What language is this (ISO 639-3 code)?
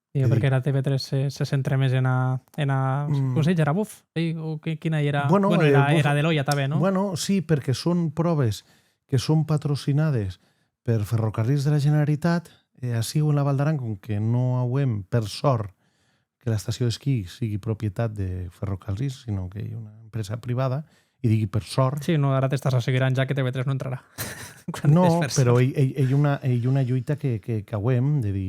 oci